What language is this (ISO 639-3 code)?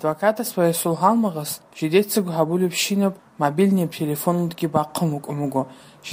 ava